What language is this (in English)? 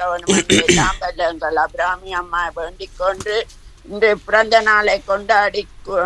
Tamil